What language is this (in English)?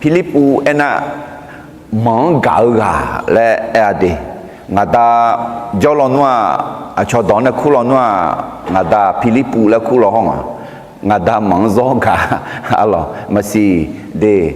Akha